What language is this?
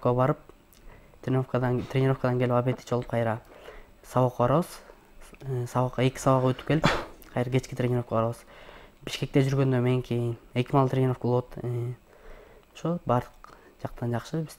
Kyrgyz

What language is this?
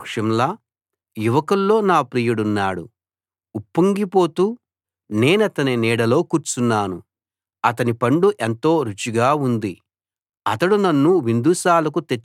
Telugu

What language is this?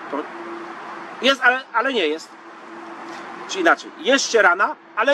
Polish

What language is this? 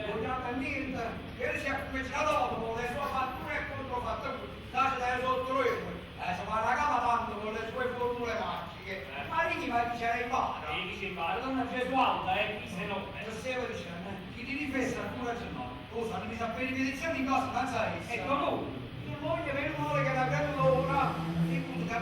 Neapolitan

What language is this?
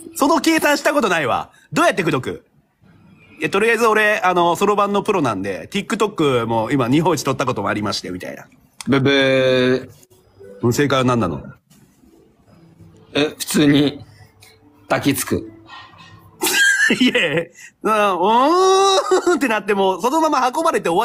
Japanese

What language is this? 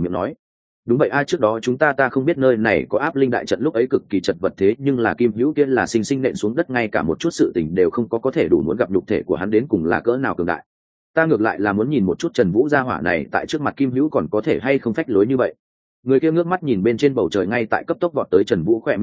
Vietnamese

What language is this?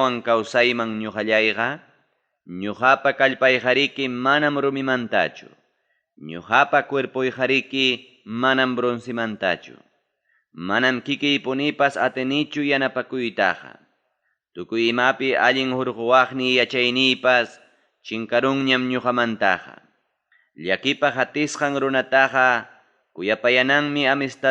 Ayacucho Quechua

